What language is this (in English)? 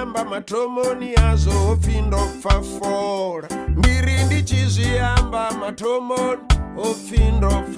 Venda